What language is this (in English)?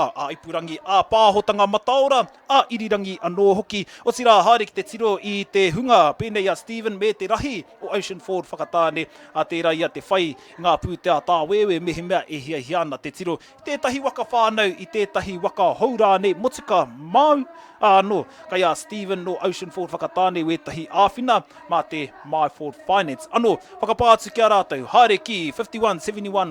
Māori